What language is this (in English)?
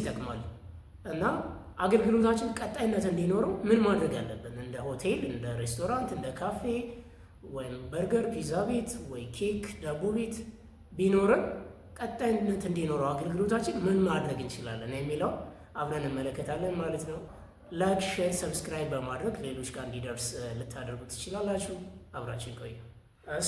Amharic